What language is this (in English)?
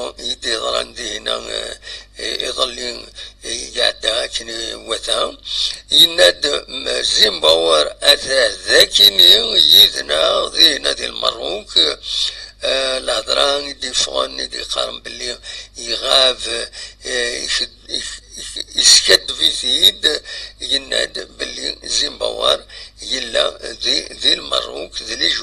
Kabyle